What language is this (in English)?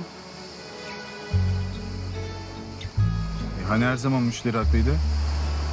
Turkish